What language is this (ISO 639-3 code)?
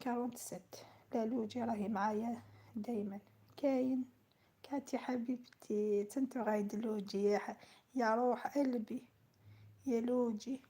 arq